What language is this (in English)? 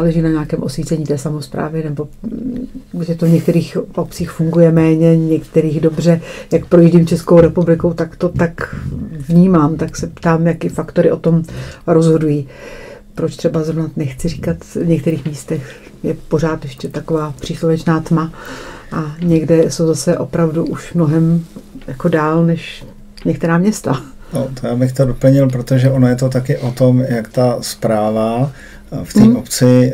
Czech